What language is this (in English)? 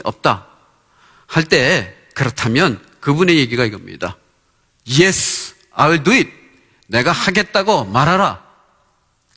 Korean